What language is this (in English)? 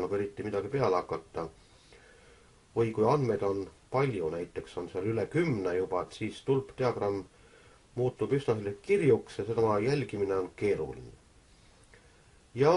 Estonian